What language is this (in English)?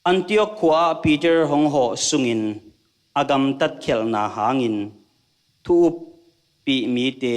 Tedim Chin